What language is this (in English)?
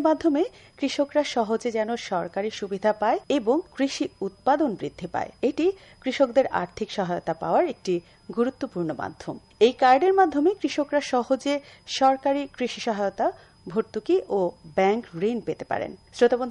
Bangla